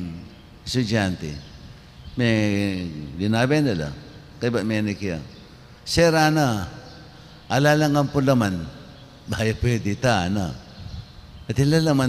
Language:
Pampanga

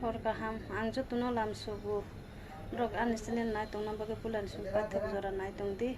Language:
Kok Borok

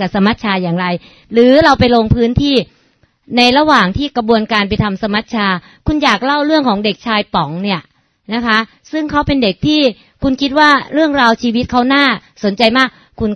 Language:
Thai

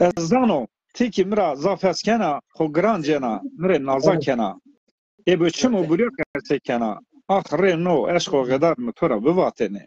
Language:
Zaza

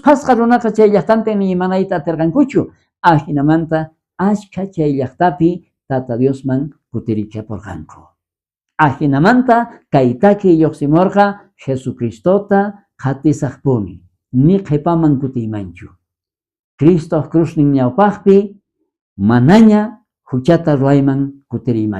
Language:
South Bolivian Quechua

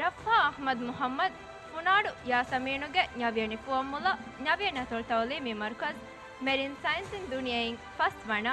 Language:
Divehi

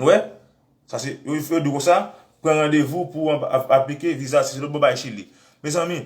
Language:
Haitian Creole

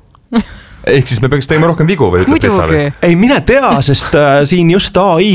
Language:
Estonian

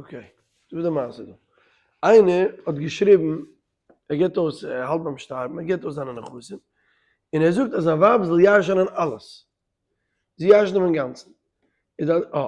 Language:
Yiddish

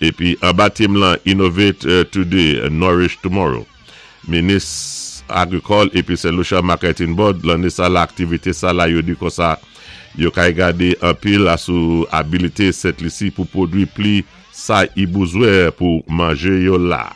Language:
Saint Lucian Creole French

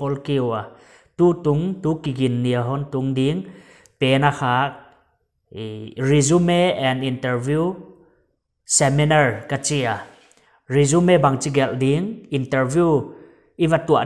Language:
Paite Chin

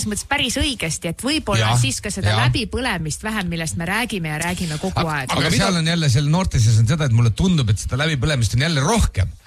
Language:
Estonian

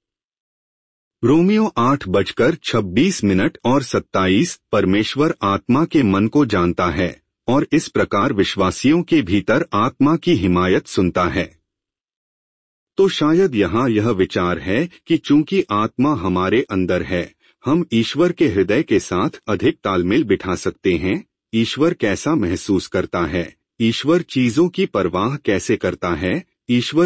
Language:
Hindi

